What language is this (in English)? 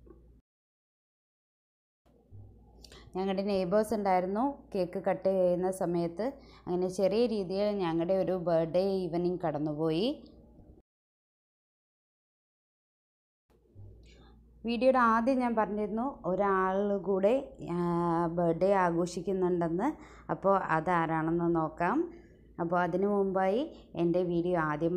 Malayalam